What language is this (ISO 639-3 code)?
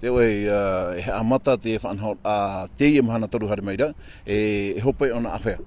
tah